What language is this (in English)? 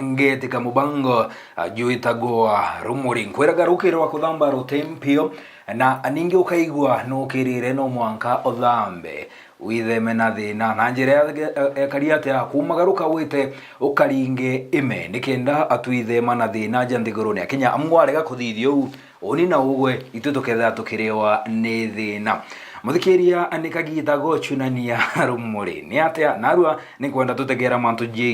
Meru